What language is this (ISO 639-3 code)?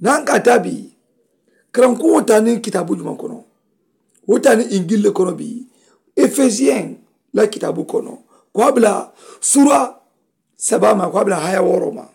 man